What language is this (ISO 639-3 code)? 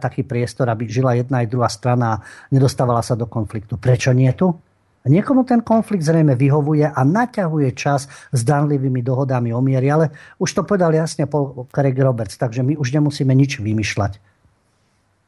slk